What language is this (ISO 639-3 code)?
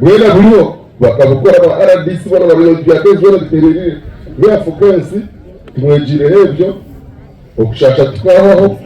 nyn